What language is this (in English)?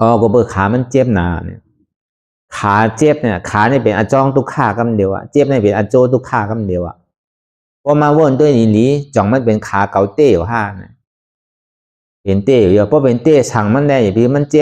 Shan